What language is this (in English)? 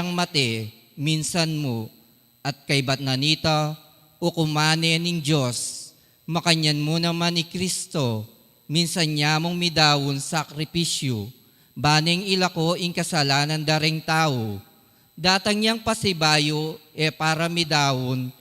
Pampanga